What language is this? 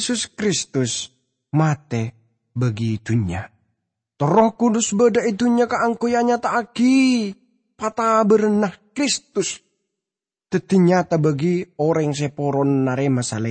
Madurese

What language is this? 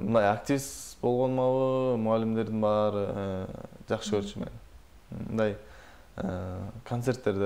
Kyrgyz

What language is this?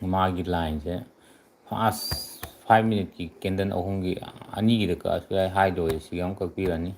Manipuri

